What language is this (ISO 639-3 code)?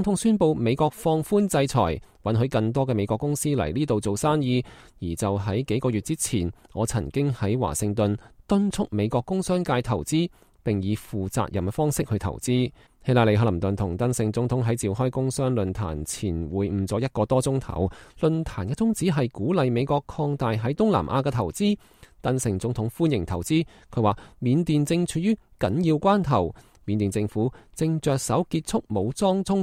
yue